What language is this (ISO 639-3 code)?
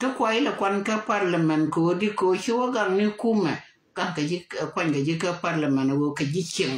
nus